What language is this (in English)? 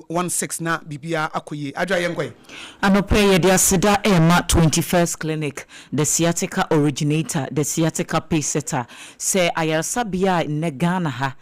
Akan